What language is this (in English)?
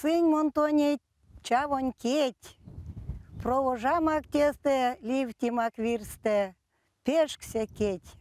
Erzya